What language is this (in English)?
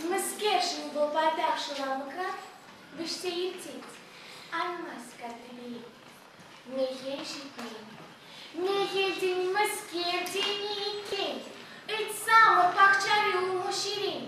Chuvash